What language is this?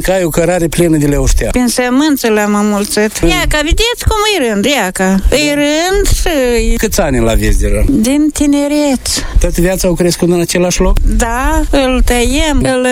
Romanian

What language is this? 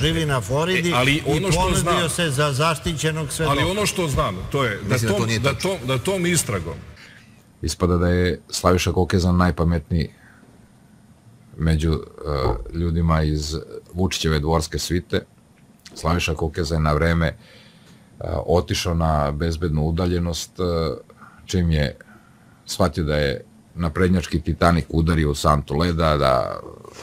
Serbian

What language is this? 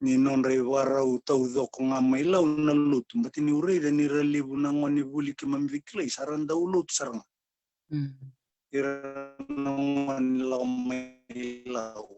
Fijian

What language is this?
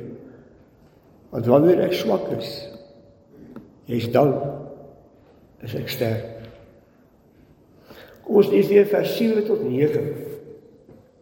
Afrikaans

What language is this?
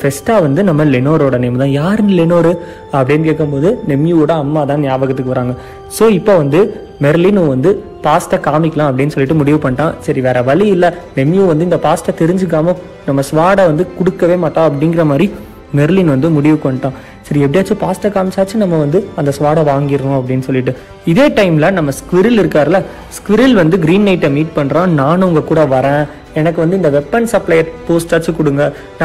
Tamil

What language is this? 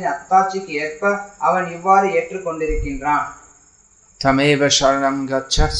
Tamil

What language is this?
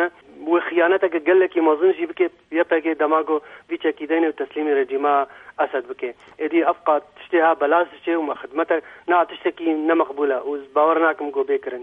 Kurdish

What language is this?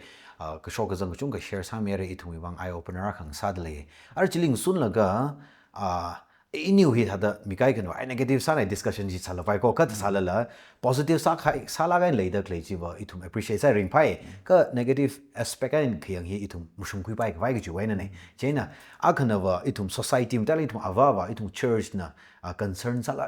Tangkhul Naga (India)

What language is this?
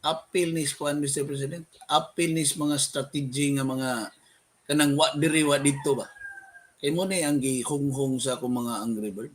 Cebuano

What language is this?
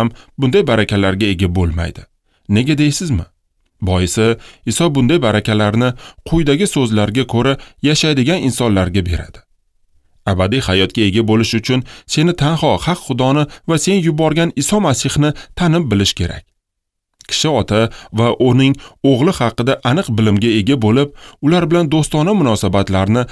Uzbek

